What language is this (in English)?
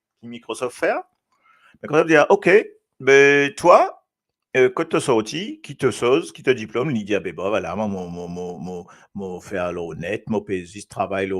Morisyen